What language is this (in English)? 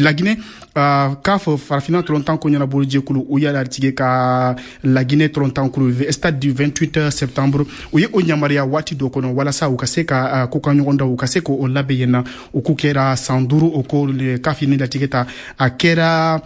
Bambara